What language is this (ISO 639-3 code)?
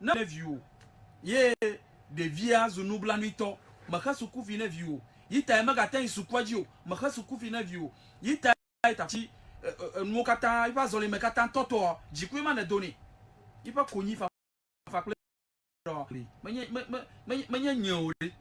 ewe